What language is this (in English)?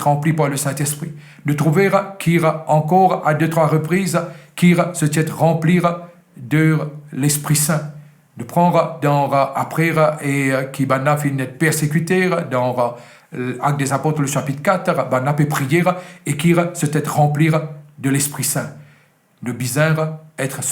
Morisyen